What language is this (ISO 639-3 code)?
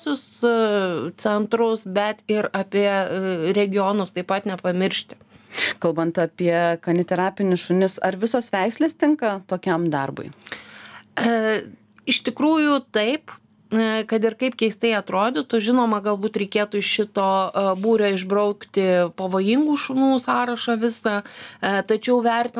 lit